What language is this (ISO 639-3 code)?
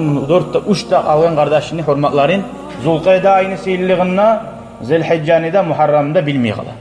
kum